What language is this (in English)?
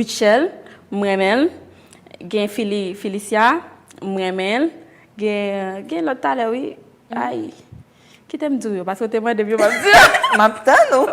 Haitian Creole